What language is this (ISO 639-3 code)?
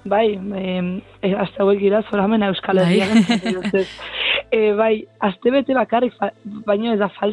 eus